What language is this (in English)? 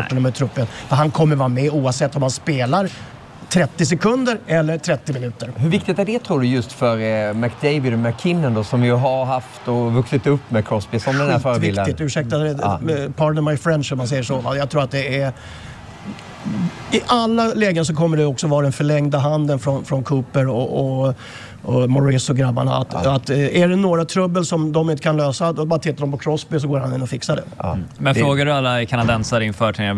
Swedish